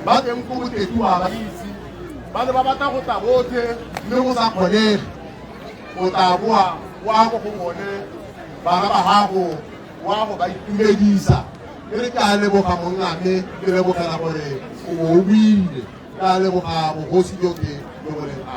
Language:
Tswana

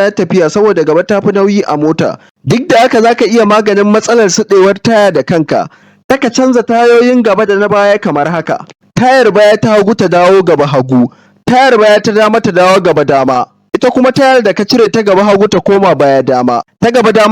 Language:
Hausa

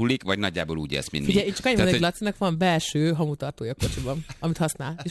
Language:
Hungarian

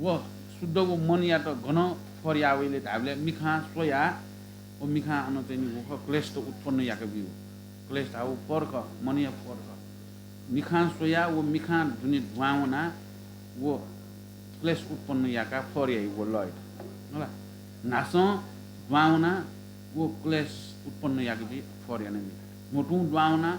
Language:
Newari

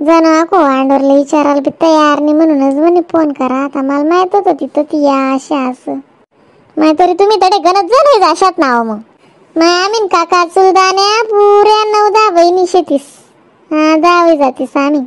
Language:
Khandesi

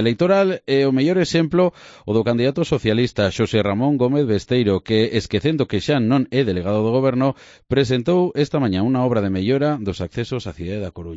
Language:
Galician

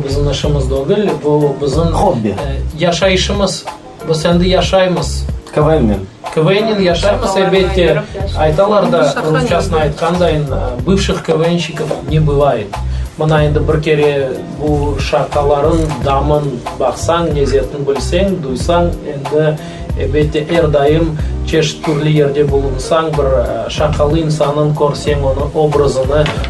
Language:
Crimean Tatar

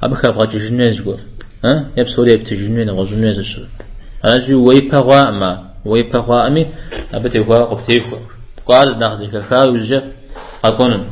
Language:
Kabardian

